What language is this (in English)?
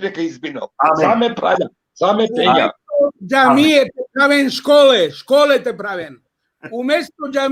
Balkan Romani